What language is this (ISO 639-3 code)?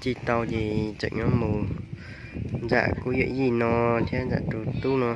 hmn